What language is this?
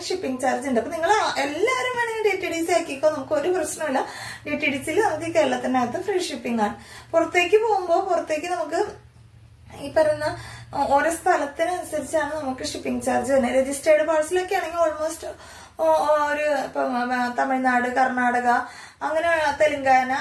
Malayalam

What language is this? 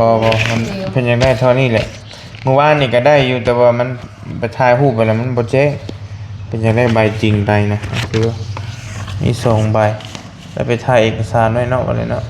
Northeastern Thai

